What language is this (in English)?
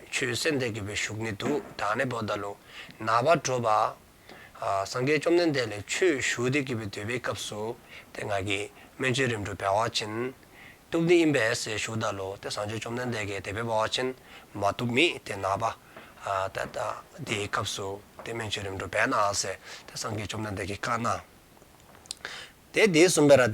Dzongkha